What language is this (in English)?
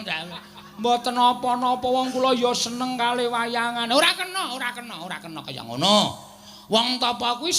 Javanese